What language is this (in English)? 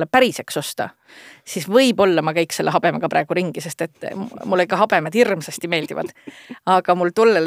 Estonian